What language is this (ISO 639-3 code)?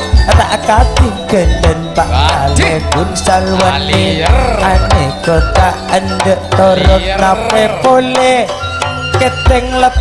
mad